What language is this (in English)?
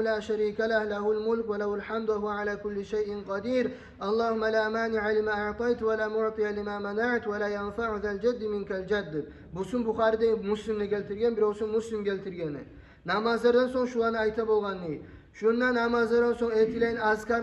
Kumyk